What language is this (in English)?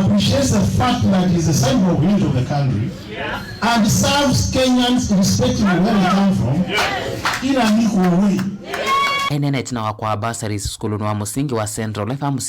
Kamba